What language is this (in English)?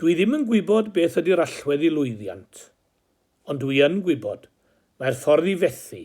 Welsh